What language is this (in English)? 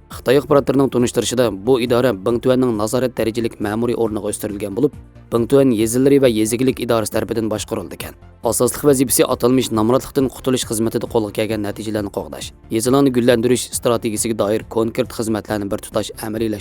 Uyghur